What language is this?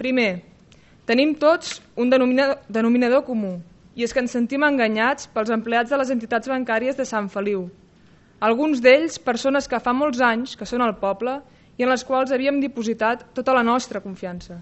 Catalan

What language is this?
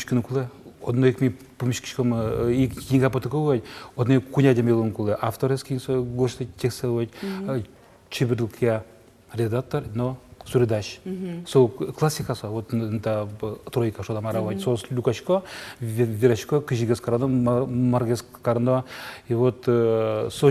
Udmurt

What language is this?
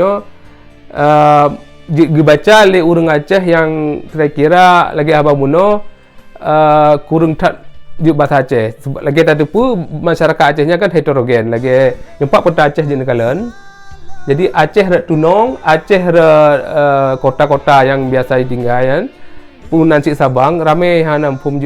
Achinese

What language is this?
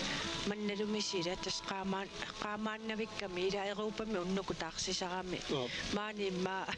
Kalaallisut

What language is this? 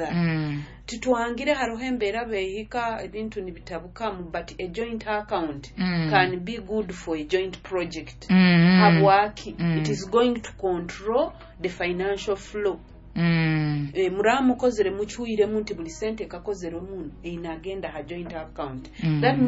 Nyoro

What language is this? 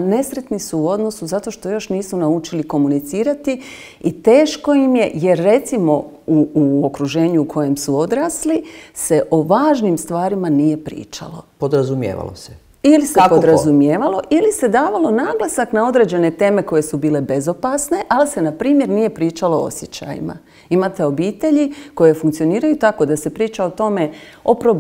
Croatian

